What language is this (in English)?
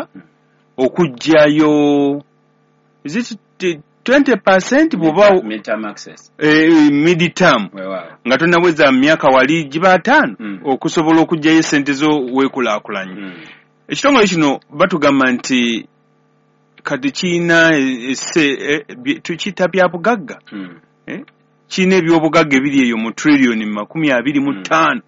Ganda